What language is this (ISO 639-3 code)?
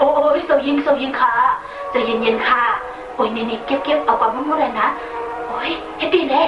shn